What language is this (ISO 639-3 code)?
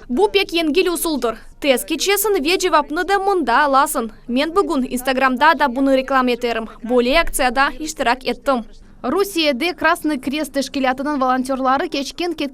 crh